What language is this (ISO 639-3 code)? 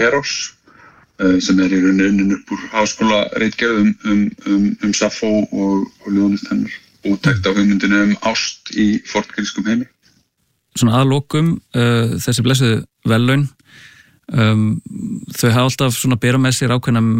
isl